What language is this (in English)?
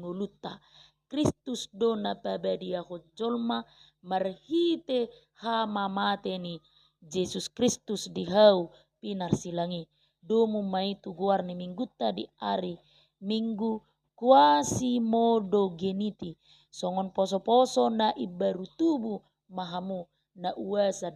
Batak Toba